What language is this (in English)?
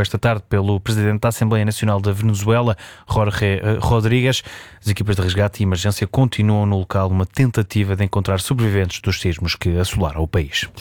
Portuguese